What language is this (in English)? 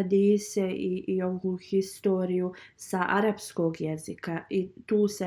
Bosnian